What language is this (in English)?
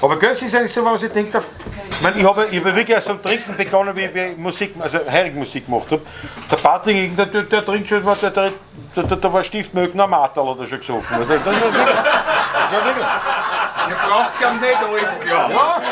Bavarian